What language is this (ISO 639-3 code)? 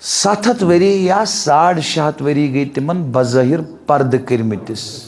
kas